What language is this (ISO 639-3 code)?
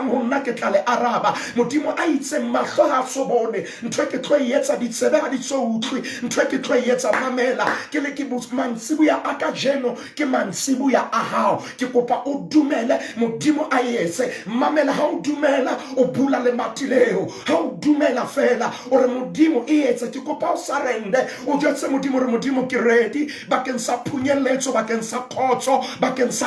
sot